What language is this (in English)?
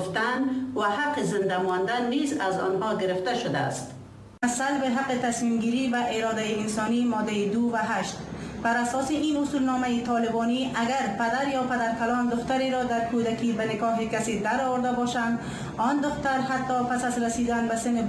Persian